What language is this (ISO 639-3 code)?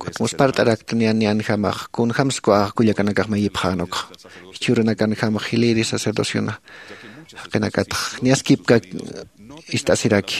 aym